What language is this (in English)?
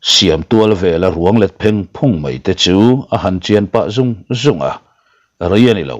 Mizo